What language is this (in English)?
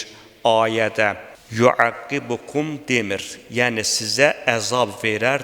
Azerbaijani